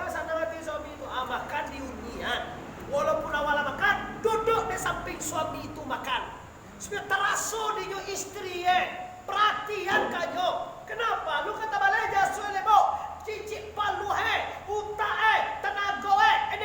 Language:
Minangkabau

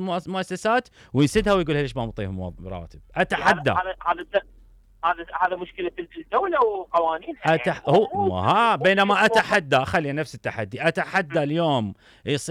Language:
Mesopotamian Arabic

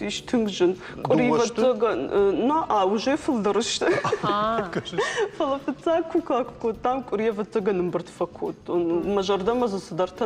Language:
Ossetic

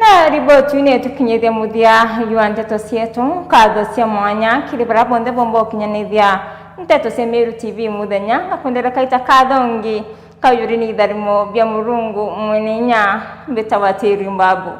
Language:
Meru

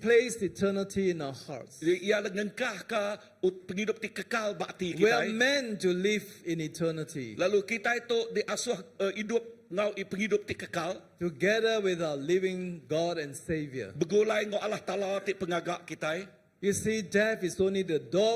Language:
Iban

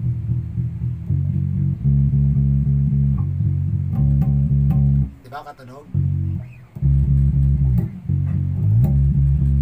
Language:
Filipino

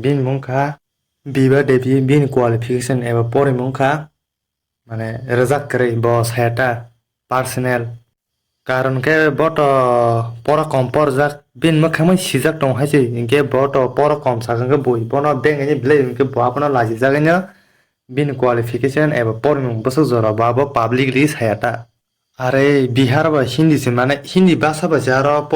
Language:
Kok Borok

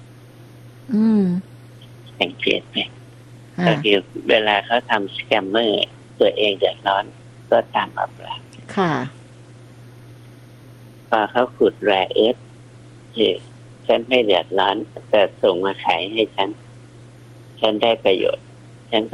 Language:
Thai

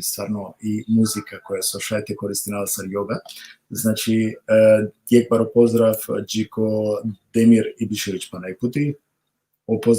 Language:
Balkan Romani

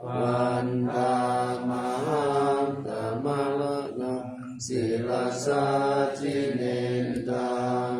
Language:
Pali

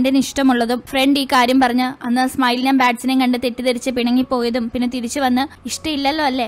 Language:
Malayalam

